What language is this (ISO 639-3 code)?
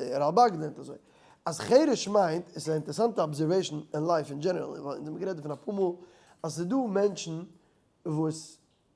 yid